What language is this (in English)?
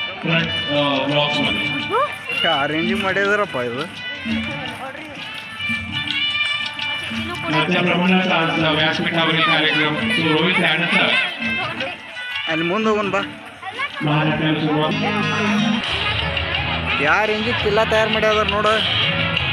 Kannada